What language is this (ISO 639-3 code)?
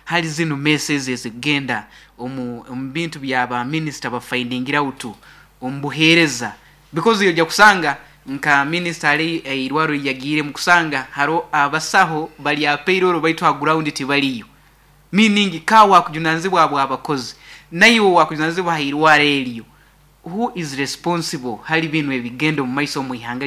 nyo